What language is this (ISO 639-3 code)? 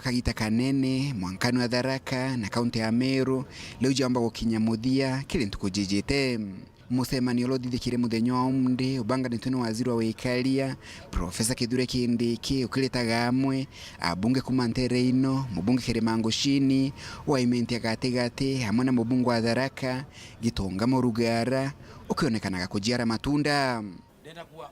mer